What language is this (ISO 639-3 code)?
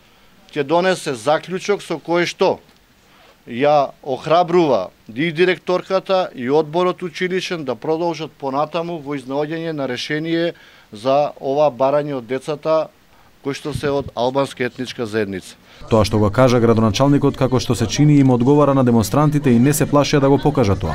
mkd